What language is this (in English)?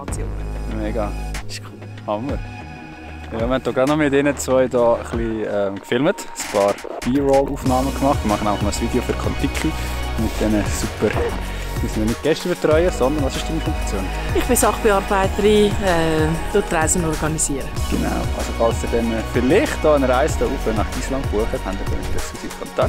Swiss German